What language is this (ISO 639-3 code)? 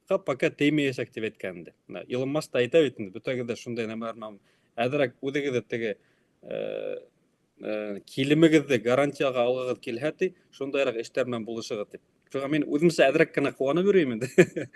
bak